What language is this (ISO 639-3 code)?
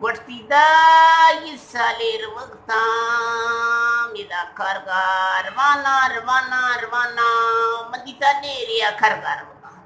bgp